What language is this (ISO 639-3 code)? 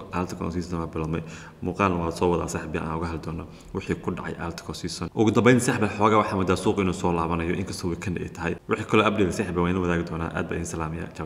som